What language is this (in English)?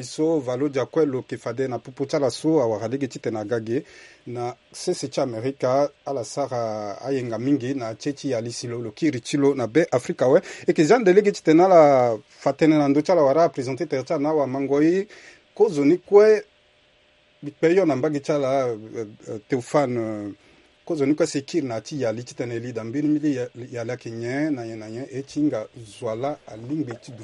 Sango